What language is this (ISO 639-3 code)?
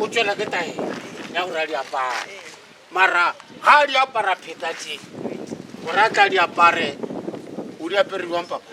nso